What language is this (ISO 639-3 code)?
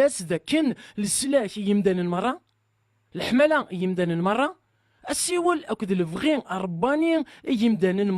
kab